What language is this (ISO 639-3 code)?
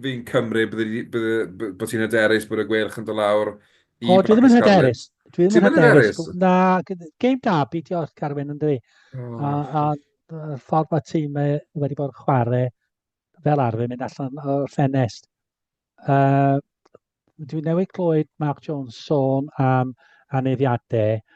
cym